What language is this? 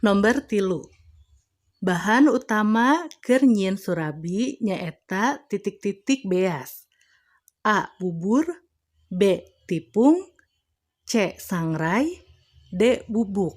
Sundanese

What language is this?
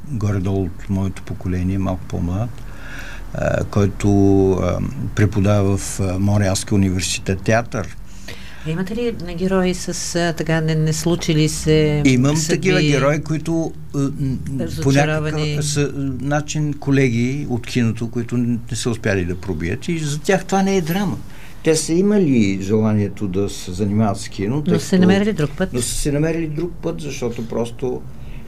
Bulgarian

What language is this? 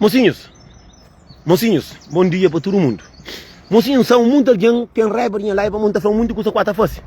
Kabuverdianu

